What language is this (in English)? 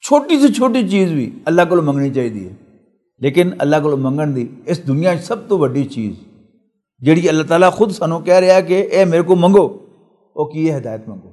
Western Panjabi